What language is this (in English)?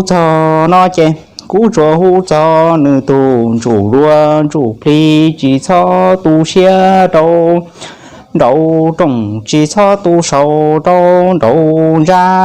Hmong